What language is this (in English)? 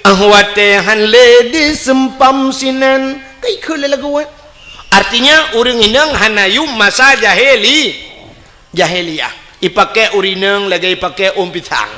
Achinese